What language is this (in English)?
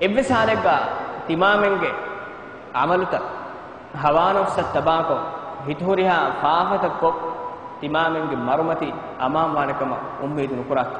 Divehi